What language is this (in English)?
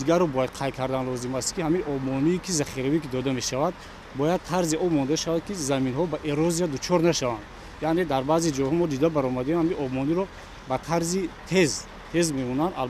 Tajik